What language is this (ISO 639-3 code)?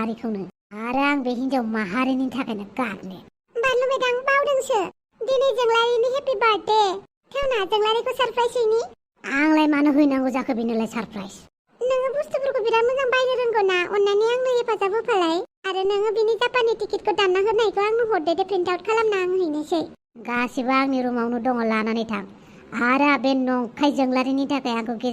brx